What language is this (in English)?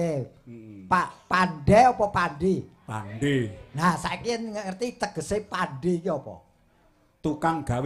Javanese